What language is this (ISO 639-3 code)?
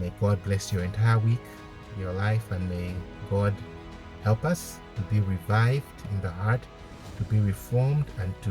eng